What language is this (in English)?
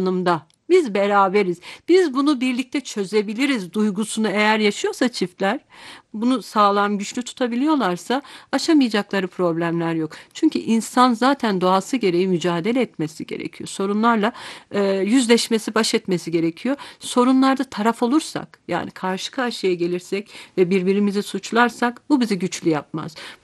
Turkish